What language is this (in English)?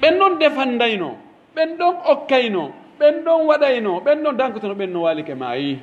Pular